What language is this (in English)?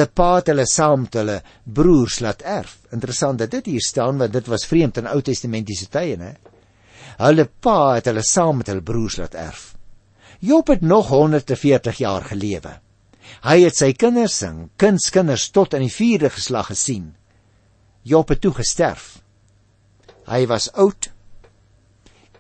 Afrikaans